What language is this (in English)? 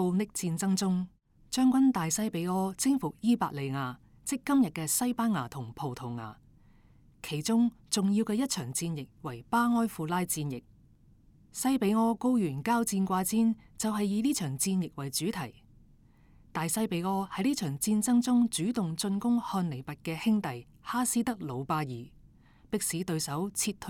Cantonese